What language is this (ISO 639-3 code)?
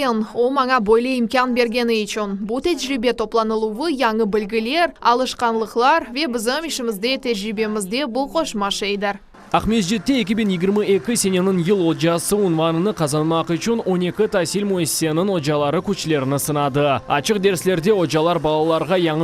crh